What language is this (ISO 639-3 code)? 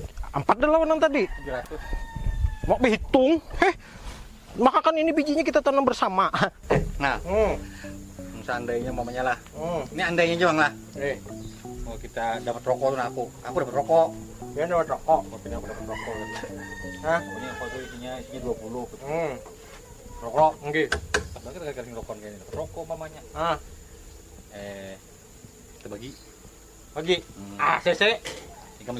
bjn